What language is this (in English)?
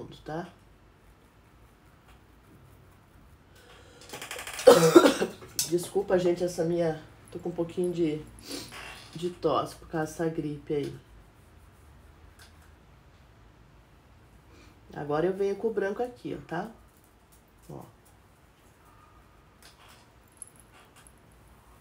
Portuguese